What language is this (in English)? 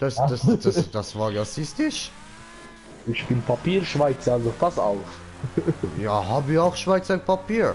Swiss German